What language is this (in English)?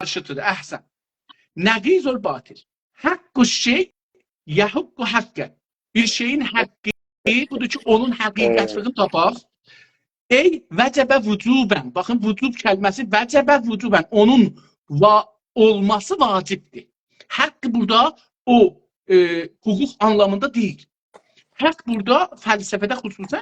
South Azerbaijani